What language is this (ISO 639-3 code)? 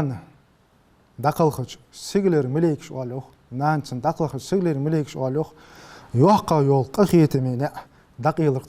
inh